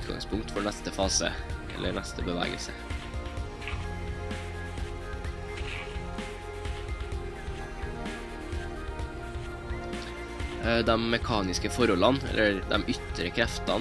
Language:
Norwegian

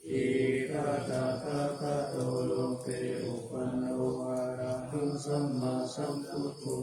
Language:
Pali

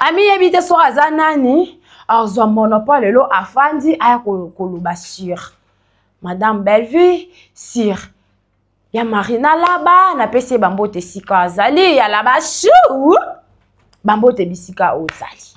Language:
Lingala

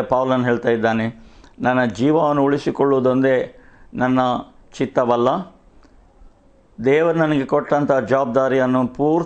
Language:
Kannada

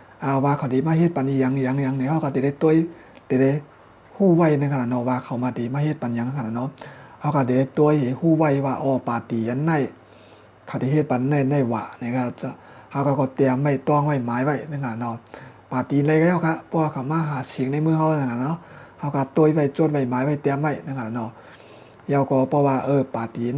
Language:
Shan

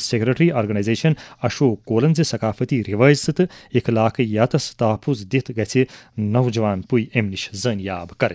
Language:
Kashmiri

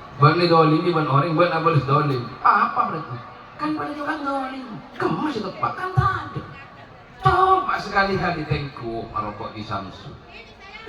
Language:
Madurese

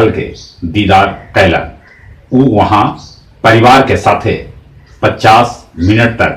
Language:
Magahi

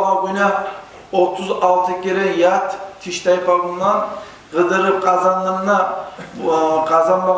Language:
Kumyk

